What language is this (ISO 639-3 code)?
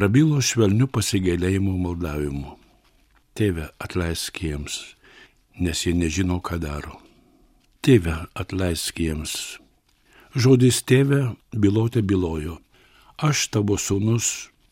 lit